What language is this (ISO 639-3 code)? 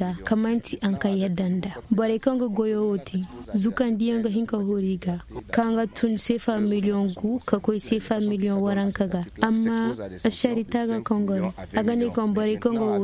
dje